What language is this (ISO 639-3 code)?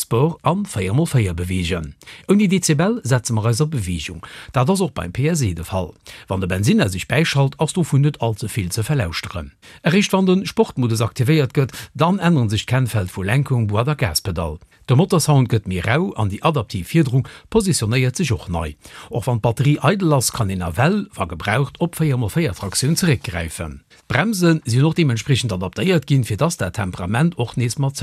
ltz